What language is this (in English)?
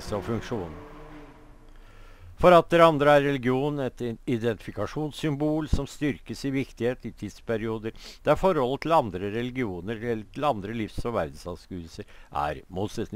Norwegian